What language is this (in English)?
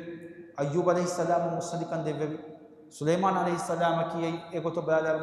Divehi